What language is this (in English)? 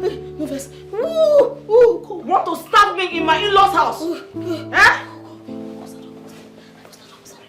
Nigerian Pidgin